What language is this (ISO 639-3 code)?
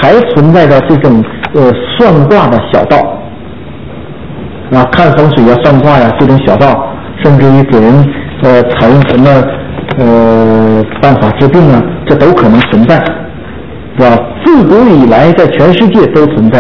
zho